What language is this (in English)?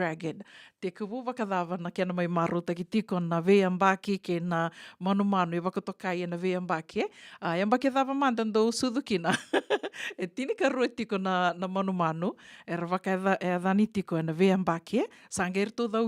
Fijian